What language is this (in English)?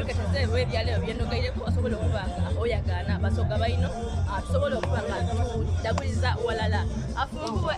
Soga